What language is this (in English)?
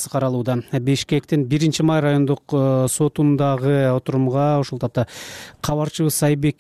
Kyrgyz